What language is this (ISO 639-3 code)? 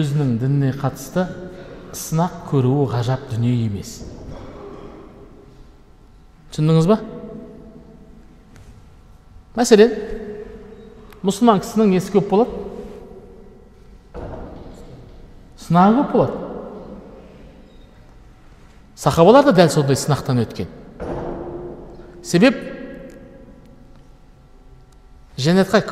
kaz